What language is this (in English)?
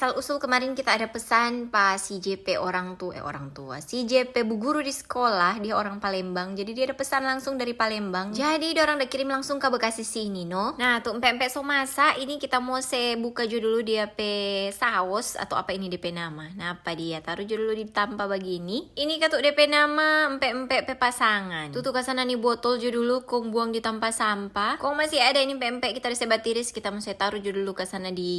Manado Malay